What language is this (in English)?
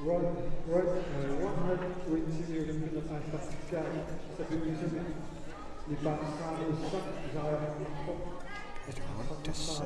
Kalaallisut